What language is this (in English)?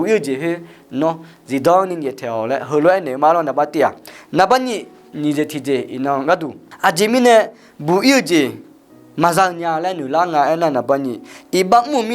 Akha